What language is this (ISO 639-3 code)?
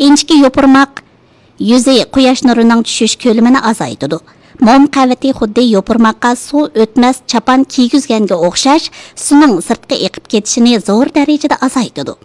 uig